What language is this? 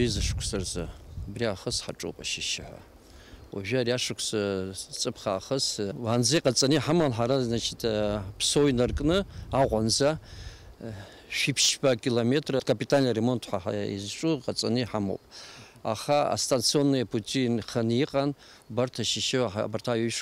Abkhazian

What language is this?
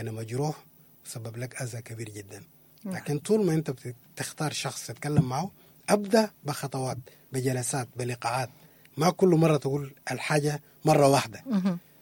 Sudanese Arabic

